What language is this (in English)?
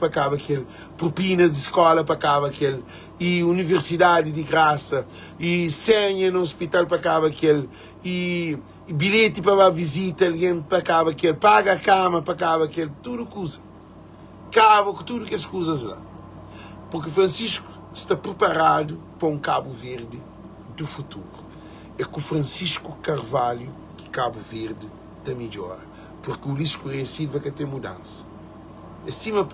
Kabuverdianu